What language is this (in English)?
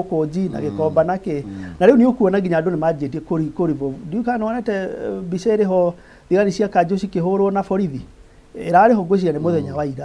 Kikuyu